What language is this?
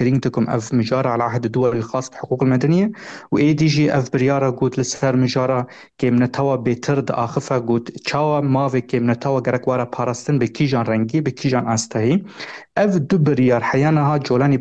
Kurdish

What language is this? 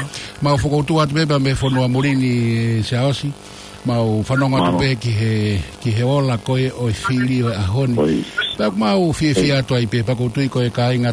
Tongan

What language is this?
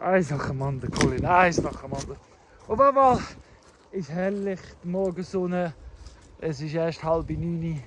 Swiss German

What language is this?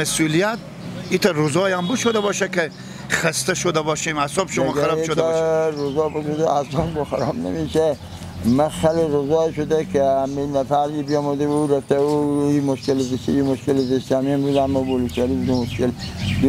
Persian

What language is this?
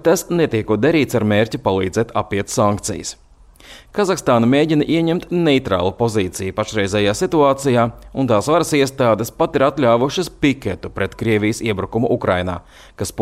Latvian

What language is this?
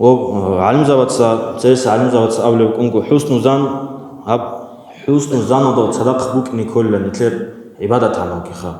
Avaric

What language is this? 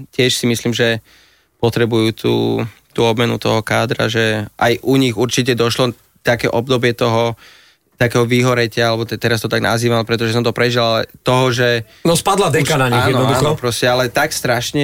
Slovak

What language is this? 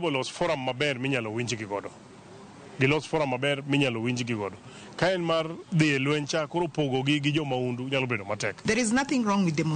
Luo (Kenya and Tanzania)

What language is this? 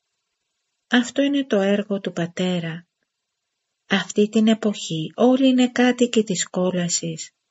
Greek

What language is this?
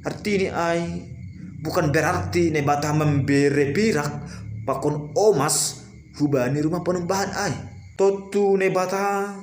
Batak Simalungun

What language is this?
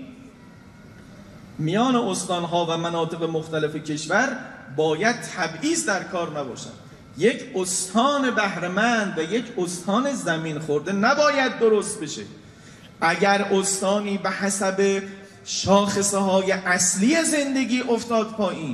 Persian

